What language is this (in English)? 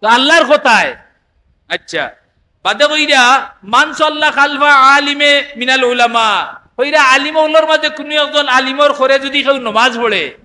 Sylheti